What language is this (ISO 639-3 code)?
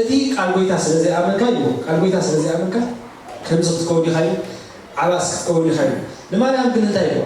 tir